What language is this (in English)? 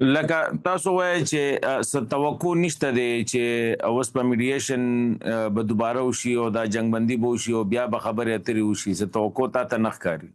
Pashto